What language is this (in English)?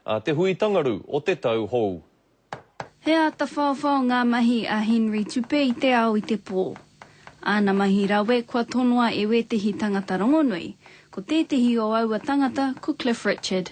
Māori